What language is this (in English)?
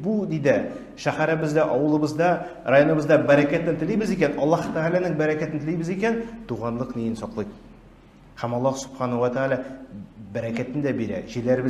Tatar